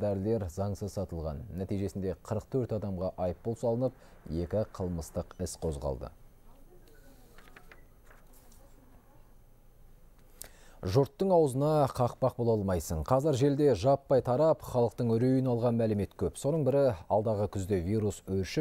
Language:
Kazakh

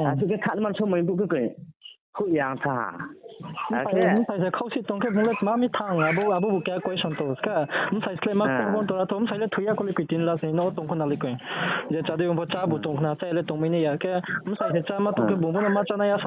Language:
Riang (India)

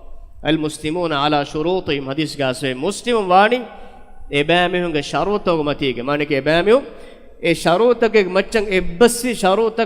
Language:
Divehi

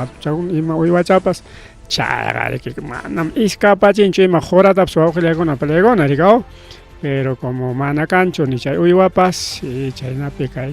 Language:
Ayacucho Quechua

